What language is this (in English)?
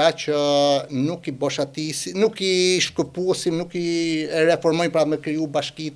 Albanian